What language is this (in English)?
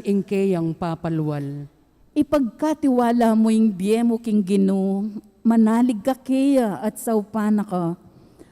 Pampanga